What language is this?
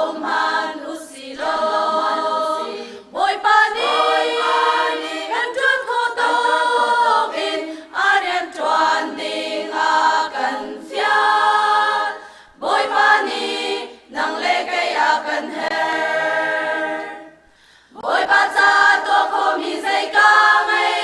Hakha Chin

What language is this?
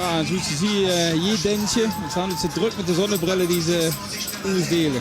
Limburgish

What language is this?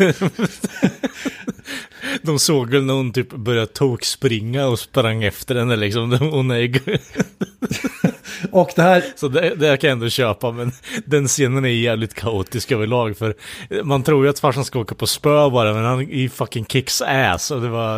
Swedish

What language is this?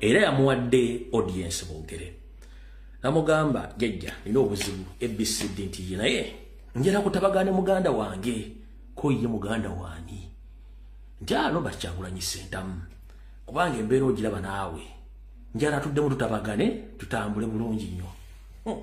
Ganda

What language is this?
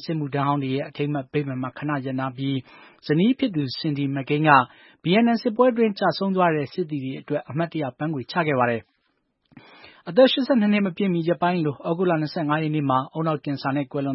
Burmese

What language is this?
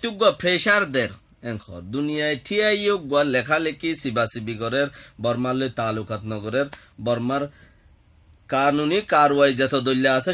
Rohingya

